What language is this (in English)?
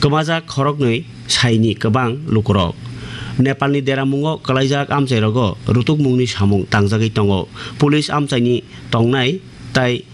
Kok Borok